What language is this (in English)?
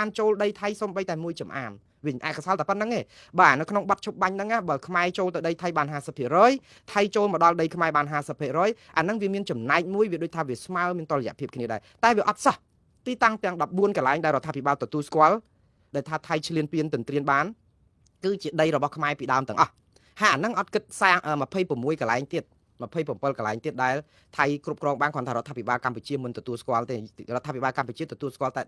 Khmer